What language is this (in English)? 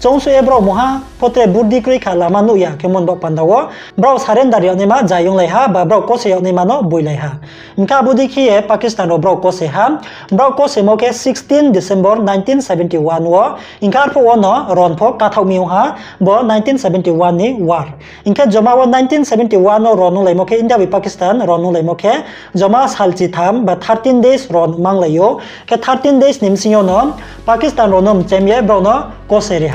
Riang (India)